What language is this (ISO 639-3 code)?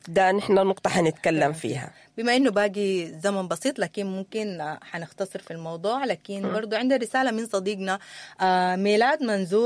apd